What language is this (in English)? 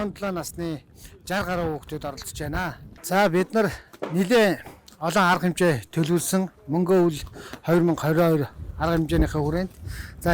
Mongolian